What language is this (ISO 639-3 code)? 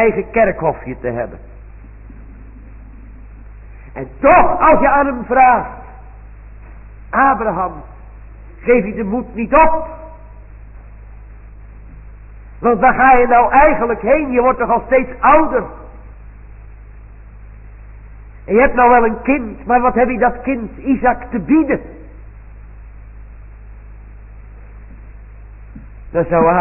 nld